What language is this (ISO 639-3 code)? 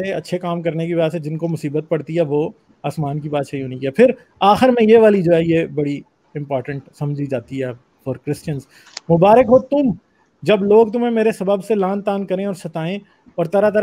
urd